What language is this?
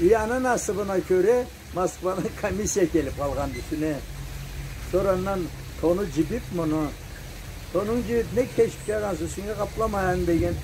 Karachay-Balkar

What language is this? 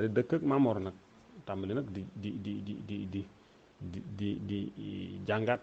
Wolof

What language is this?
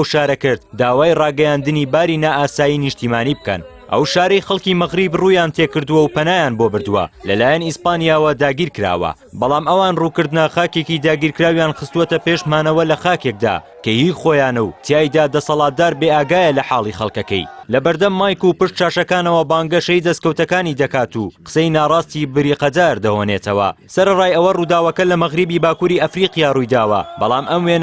Central Kurdish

